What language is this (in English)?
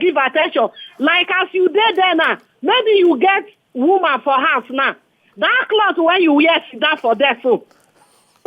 Nigerian Pidgin